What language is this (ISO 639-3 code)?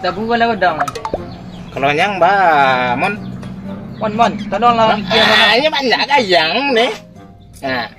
min